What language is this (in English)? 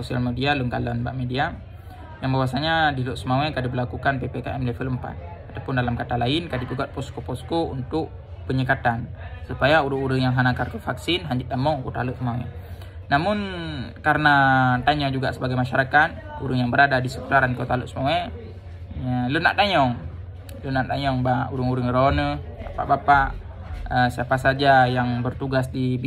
Achinese